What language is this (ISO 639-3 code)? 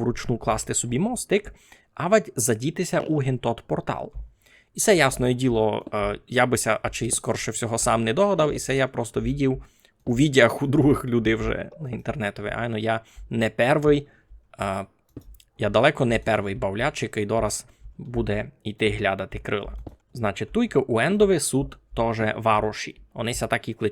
rue